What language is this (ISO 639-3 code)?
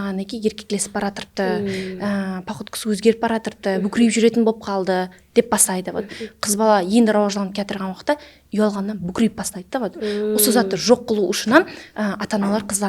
kaa